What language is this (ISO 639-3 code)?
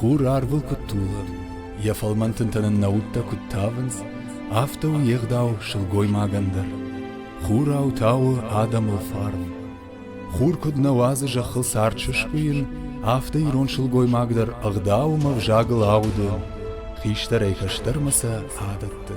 oss